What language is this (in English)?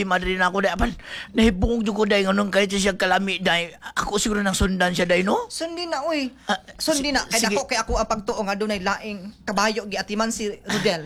Cebuano